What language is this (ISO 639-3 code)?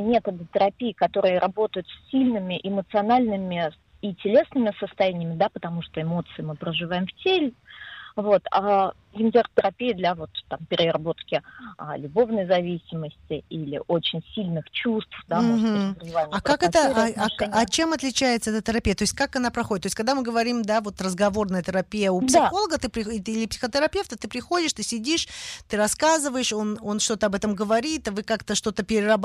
rus